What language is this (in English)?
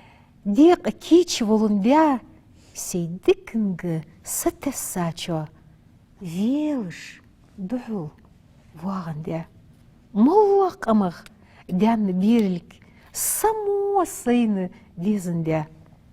Ingush